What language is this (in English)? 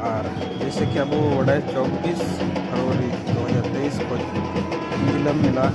Santali